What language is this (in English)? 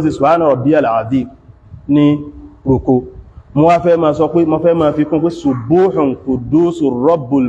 Yoruba